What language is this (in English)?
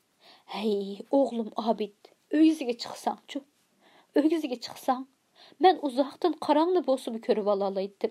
Uyghur